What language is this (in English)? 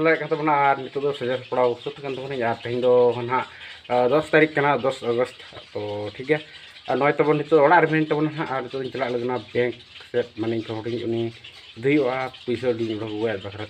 Santali